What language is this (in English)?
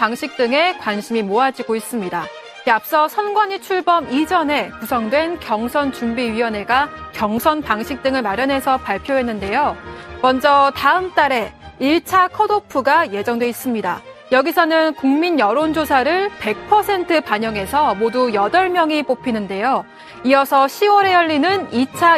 Korean